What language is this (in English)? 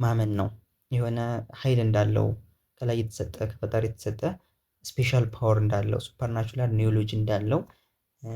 Amharic